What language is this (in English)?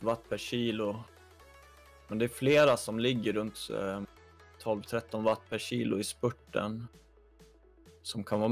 Swedish